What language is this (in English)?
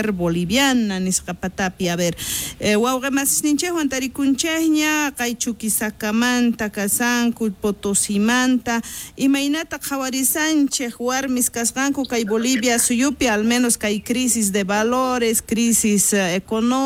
South Bolivian Quechua